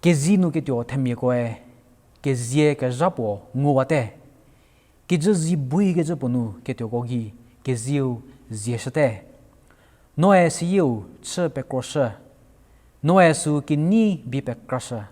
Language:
Angami Naga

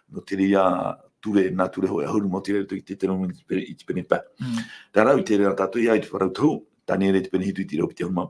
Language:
Tahitian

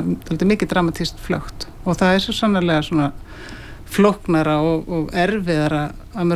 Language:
Icelandic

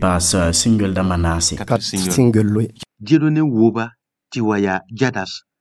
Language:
Mossi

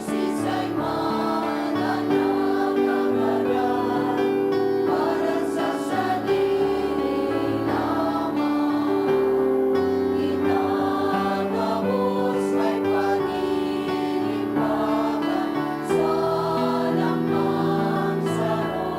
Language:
Bikol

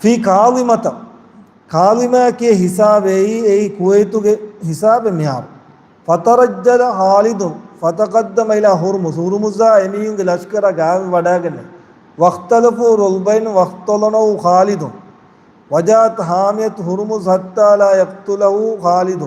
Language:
Divehi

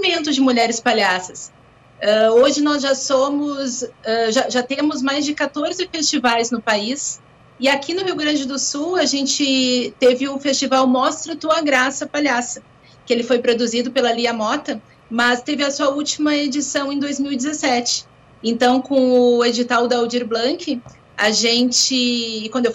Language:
Portuguese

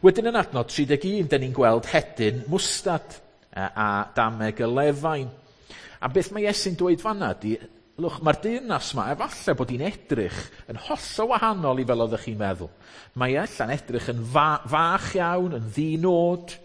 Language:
Welsh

